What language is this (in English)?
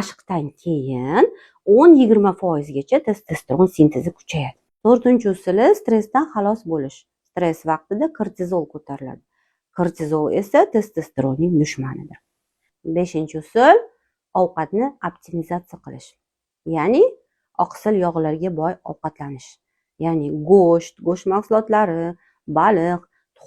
Uzbek